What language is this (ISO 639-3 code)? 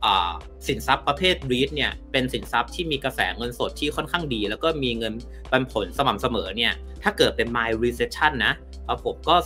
tha